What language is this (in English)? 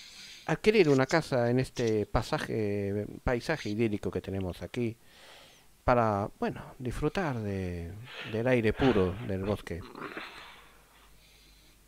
Spanish